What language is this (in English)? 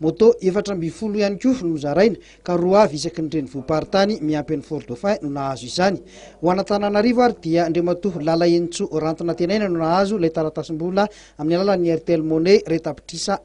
Malagasy